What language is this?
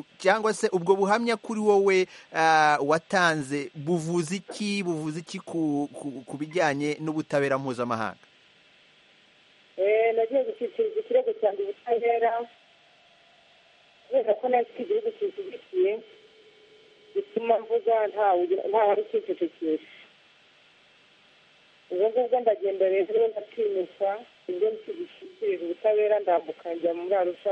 Kinyarwanda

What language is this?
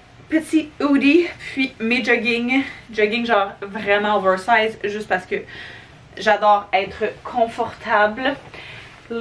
French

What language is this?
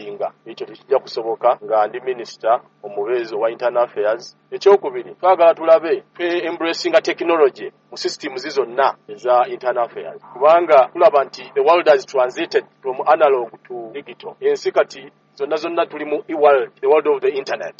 Ganda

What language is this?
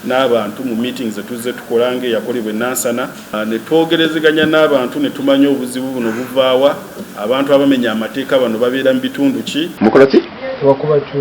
Ganda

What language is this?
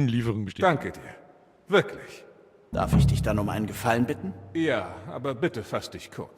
Bavarian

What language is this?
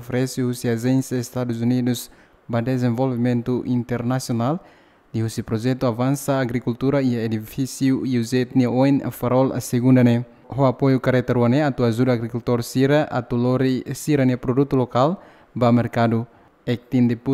Tetum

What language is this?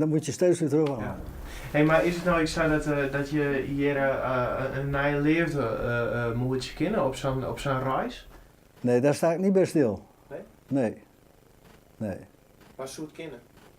Western Frisian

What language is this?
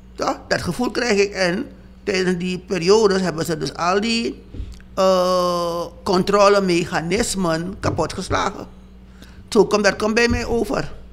Dutch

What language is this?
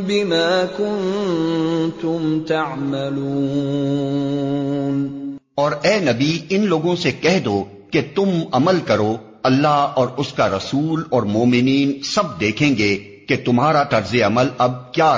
Urdu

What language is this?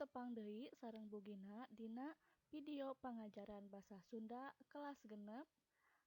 Sundanese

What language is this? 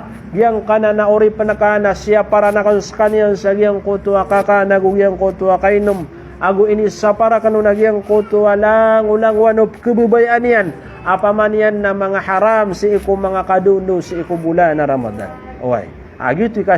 Maranao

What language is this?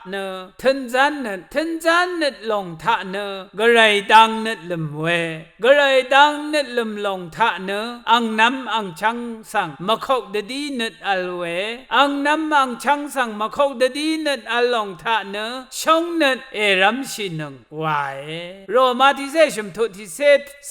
Rawang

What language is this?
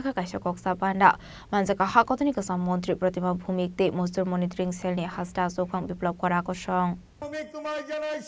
Kok Borok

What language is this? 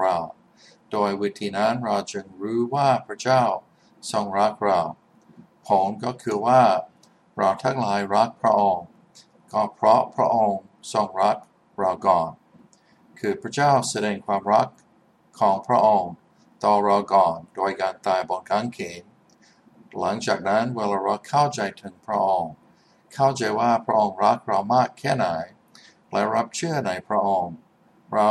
Thai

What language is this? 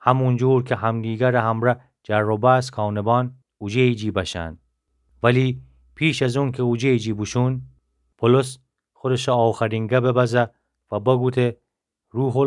Gilaki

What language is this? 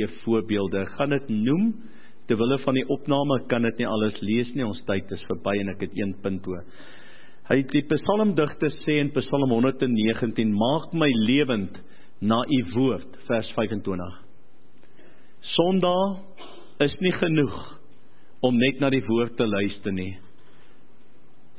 Afrikaans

